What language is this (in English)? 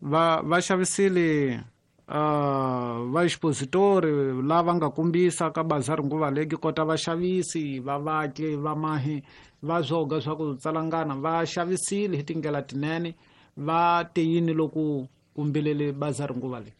Tsonga